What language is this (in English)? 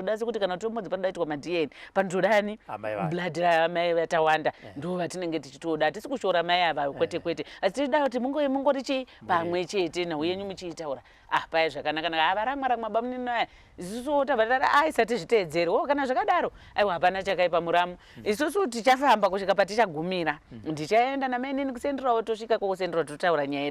Shona